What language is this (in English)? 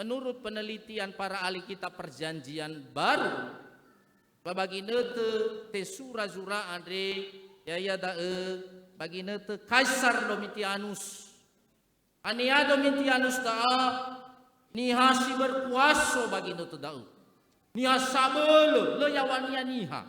Nias